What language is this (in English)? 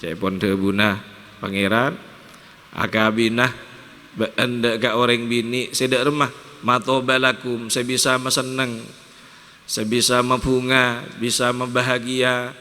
Madurese